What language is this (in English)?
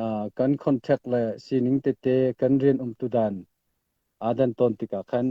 Falam Chin